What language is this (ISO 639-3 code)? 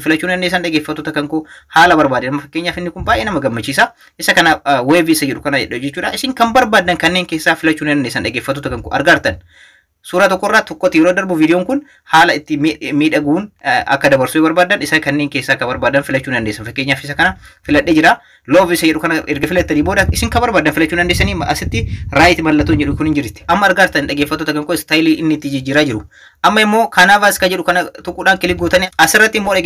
orm